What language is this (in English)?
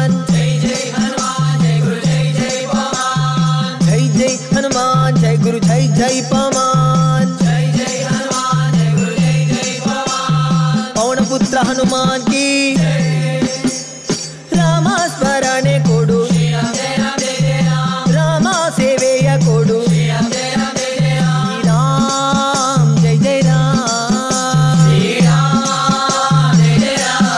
Kannada